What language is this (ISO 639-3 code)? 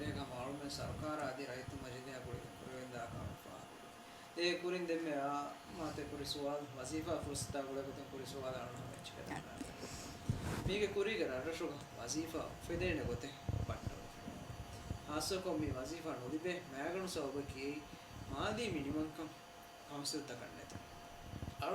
div